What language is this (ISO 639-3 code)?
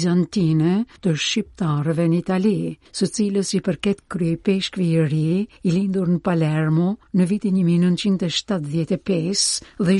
sqi